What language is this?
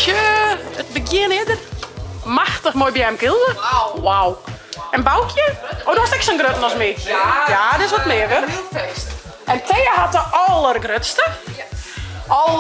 Western Frisian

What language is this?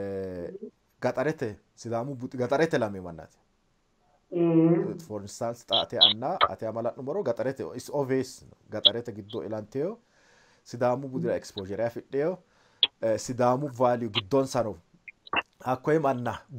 Sidamo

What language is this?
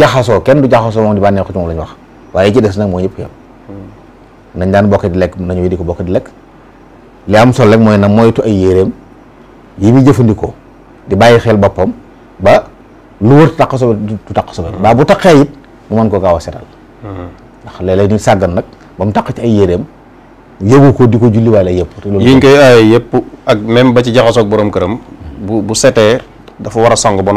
Wolof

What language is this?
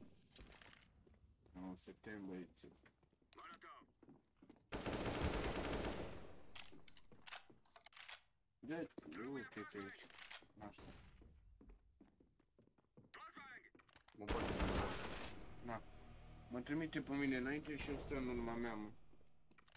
Romanian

